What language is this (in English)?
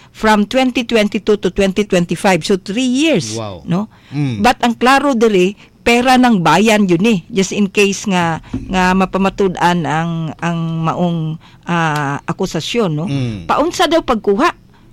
Cebuano